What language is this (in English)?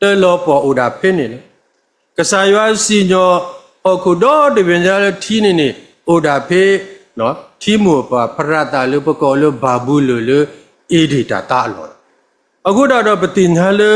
S'gaw Karen